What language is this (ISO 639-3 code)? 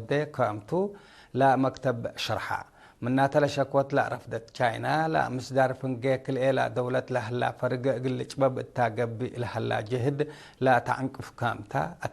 tig